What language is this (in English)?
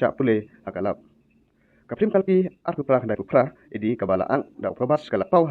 Khasi